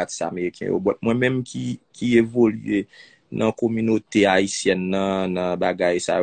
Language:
Haitian Creole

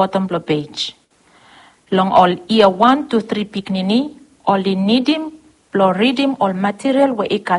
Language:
Bislama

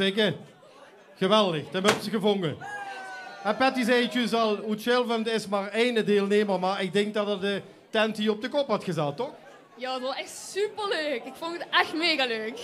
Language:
Limburgish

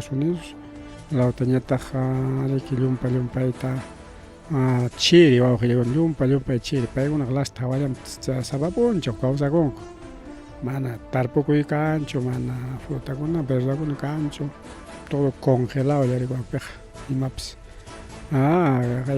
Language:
Ayacucho Quechua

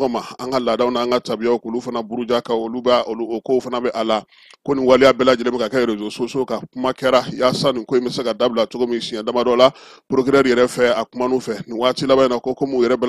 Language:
Bambara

